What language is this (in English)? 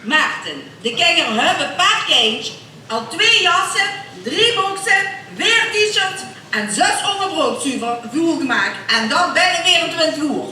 Limburgish